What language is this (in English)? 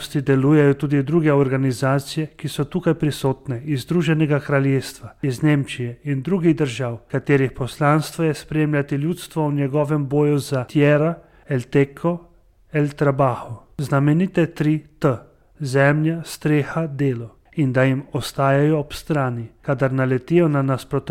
Slovenian